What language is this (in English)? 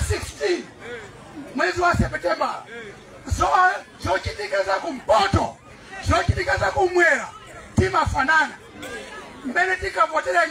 Nyanja